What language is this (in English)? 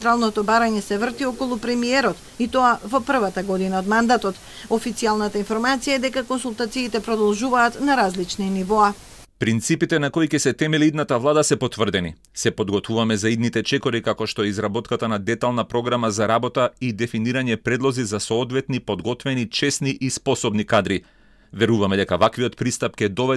Macedonian